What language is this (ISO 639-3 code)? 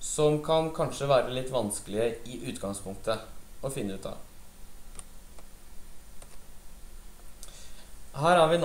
nor